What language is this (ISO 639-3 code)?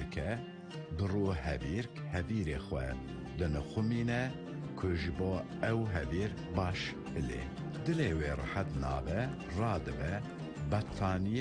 kur